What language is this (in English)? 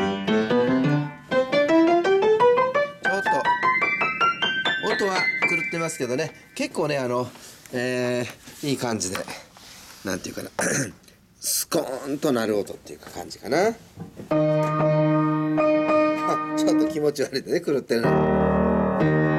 Japanese